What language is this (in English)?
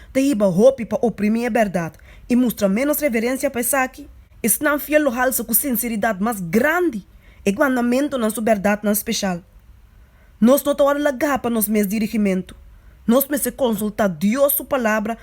Papiamento